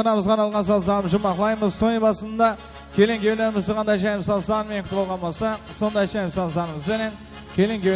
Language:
Kara-Kalpak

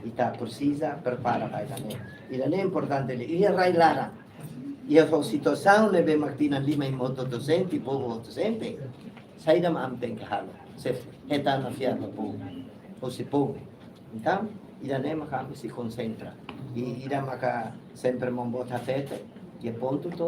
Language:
Tetum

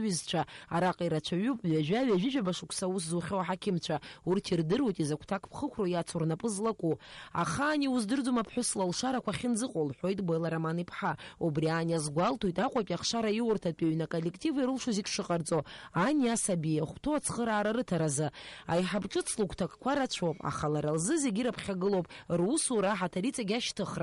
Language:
Abkhazian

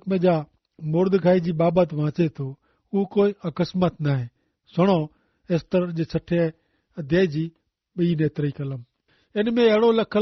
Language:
Kachhi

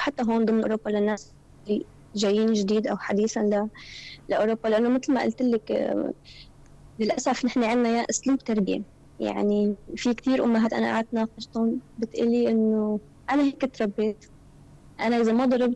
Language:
North Levantine Arabic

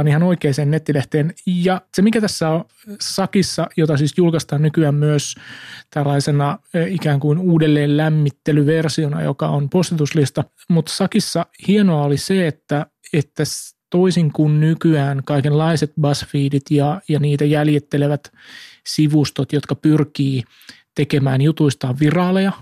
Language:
Finnish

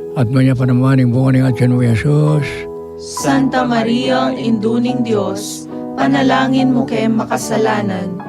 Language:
Pampanga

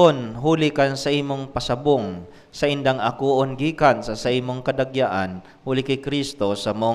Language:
Bikol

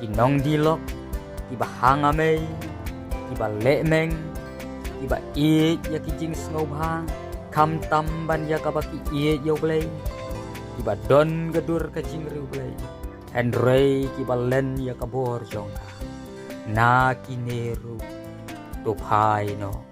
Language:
Khasi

